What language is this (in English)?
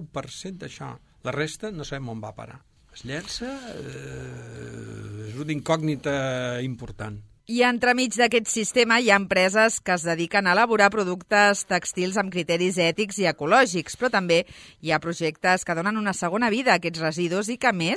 Catalan